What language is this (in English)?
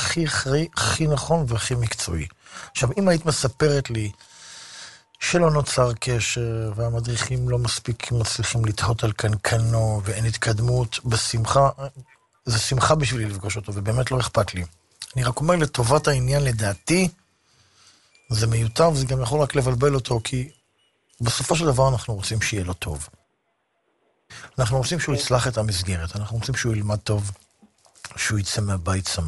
Hebrew